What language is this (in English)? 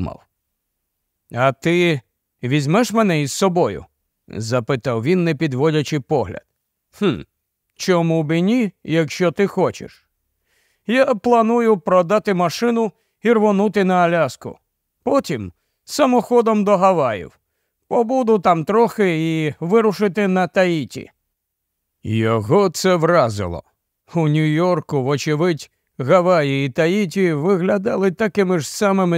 Ukrainian